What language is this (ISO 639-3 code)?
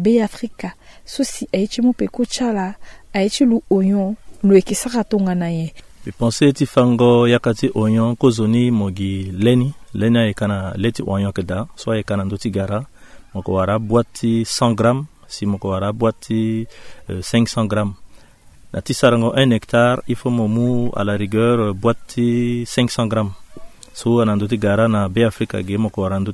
sag